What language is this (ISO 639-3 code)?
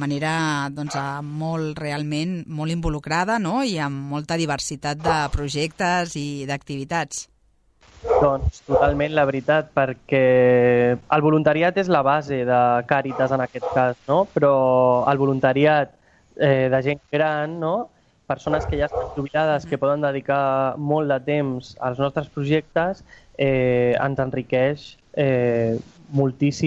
cat